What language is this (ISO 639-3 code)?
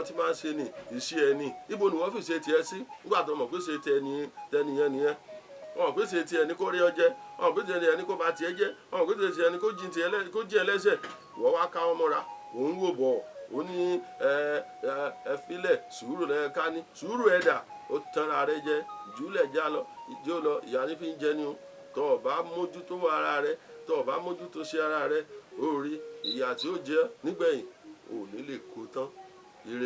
yor